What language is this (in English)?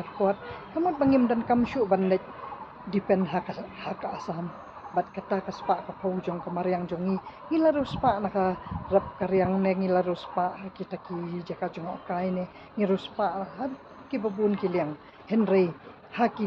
Khasi